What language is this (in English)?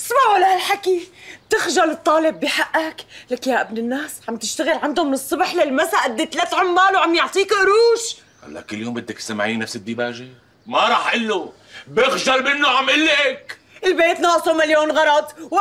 North Levantine Arabic